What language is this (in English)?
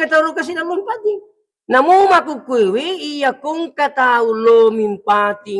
Buginese